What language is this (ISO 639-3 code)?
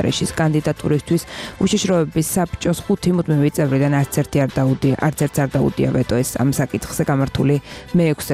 kat